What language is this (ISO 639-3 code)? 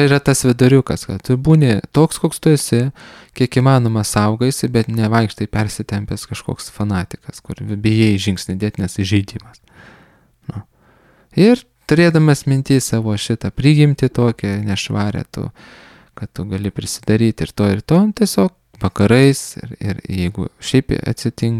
lit